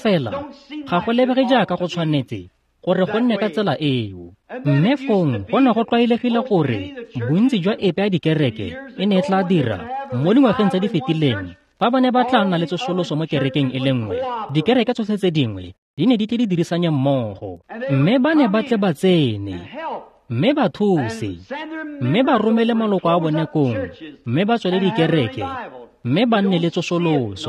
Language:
Tswana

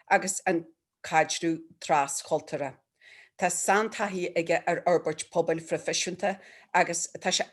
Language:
Irish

